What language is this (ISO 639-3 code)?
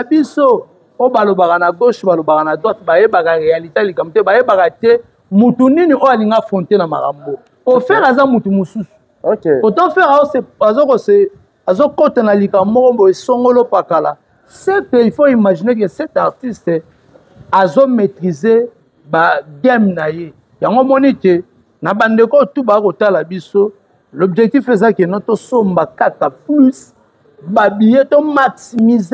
lin